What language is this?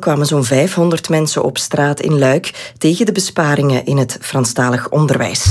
Dutch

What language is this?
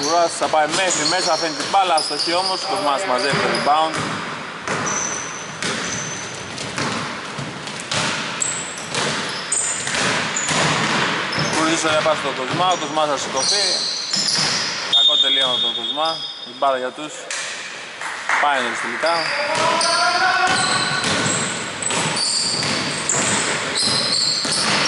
Greek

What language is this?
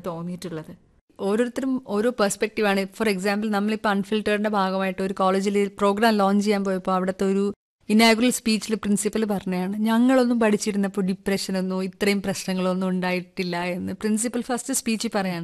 Malayalam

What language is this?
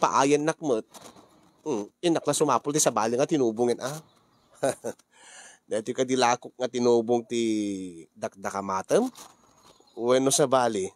Iloko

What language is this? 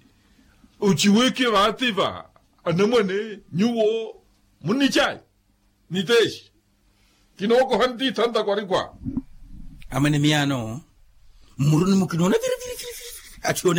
Makhuwa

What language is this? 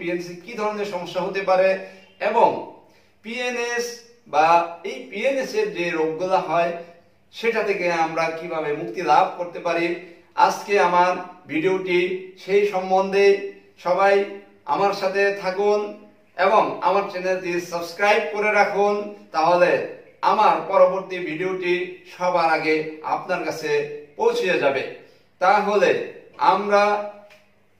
Bangla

